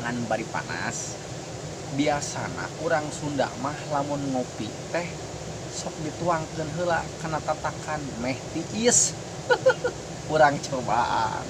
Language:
Sundanese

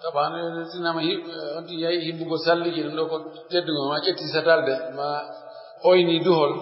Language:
Pular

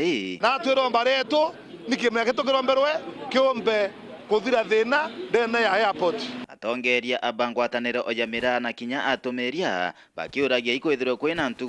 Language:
Meru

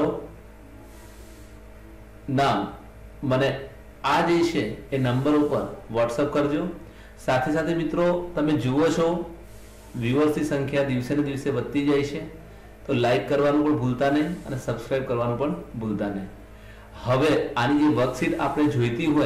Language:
Gujarati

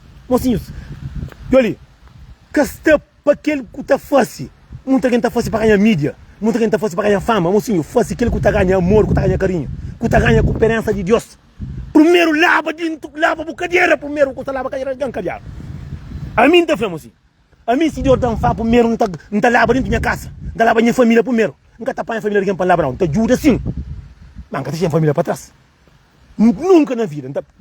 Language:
Kabuverdianu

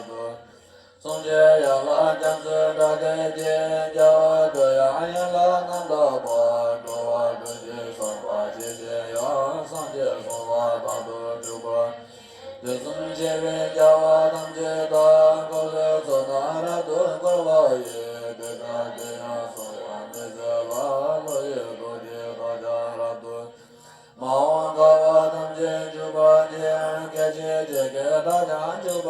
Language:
Tibetan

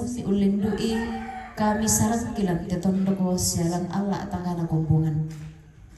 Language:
Toraja-Sa'dan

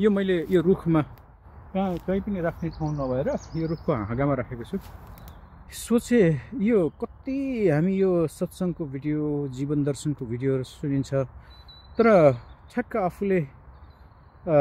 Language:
Nepali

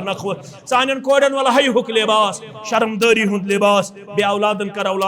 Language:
Kashmiri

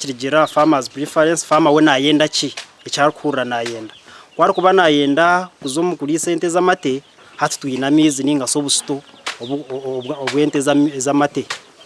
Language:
Nyankole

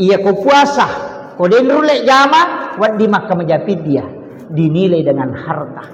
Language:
Buginese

